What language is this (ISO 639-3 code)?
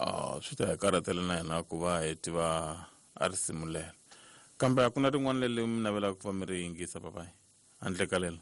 tso